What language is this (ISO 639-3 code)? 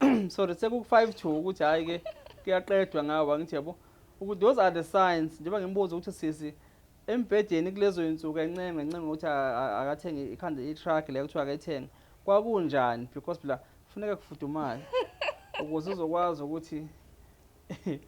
zul